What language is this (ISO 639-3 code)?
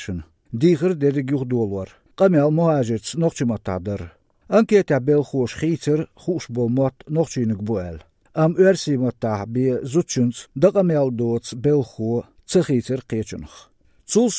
che